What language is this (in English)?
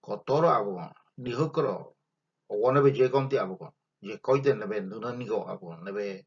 Ngäbere